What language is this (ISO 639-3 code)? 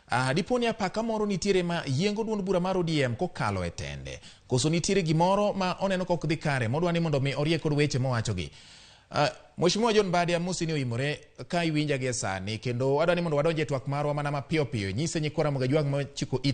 luo